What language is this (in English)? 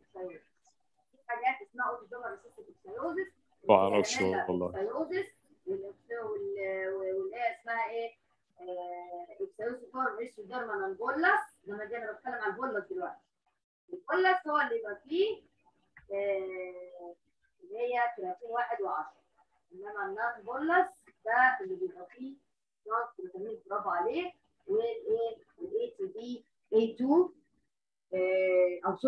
Egyptian Arabic